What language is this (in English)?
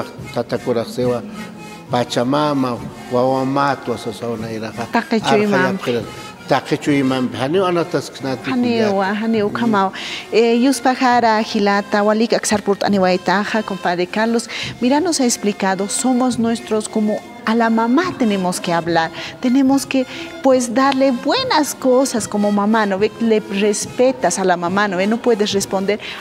Aymara